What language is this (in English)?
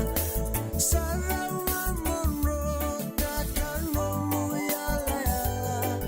Fijian